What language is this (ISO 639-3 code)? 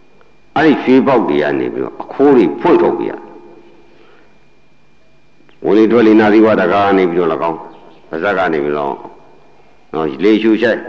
mya